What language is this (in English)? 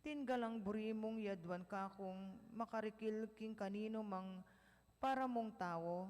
Pampanga